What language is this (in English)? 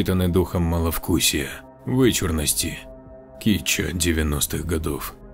Russian